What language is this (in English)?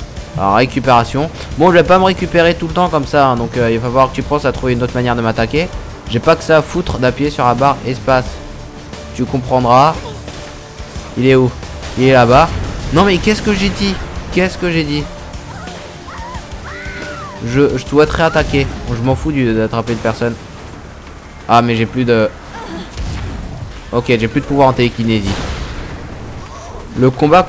French